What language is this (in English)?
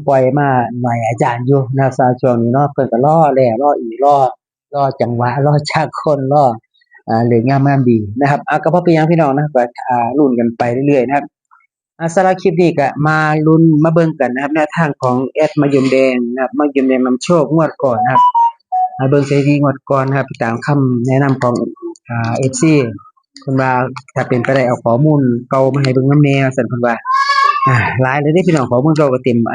Northeastern Thai